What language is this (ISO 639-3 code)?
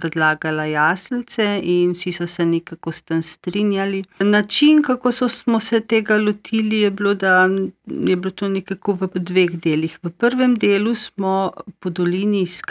slv